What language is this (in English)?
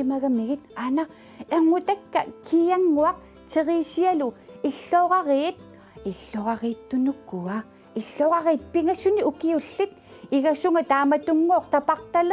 Kalaallisut